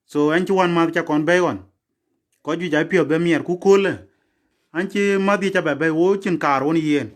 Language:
Dinka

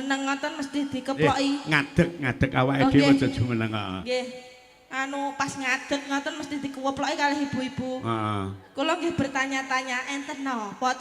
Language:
Javanese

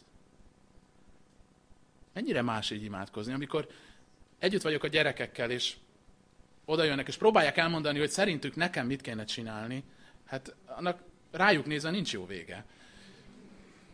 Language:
Hungarian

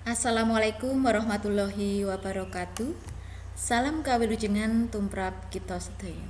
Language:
Javanese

